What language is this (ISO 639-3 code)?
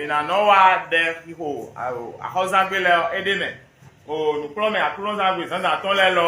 fon